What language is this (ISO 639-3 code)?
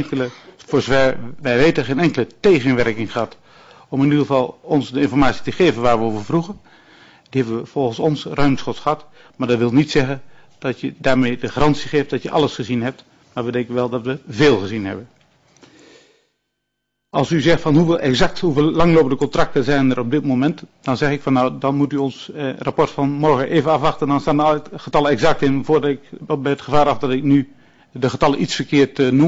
nld